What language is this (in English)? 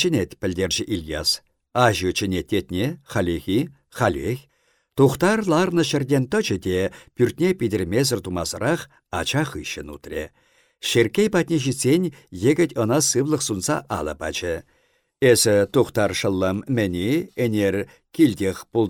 Chuvash